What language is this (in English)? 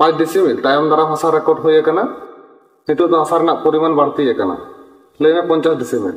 Santali